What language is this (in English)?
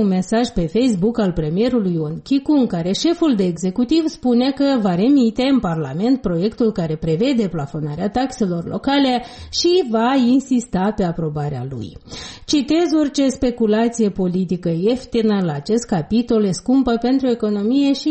Romanian